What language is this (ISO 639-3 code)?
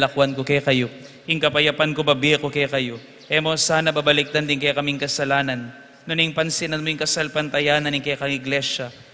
pam